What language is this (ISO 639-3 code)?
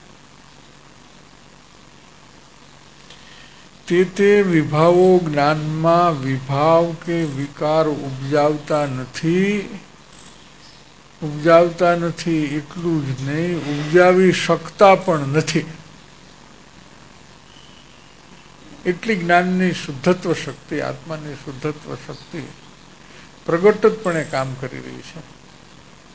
guj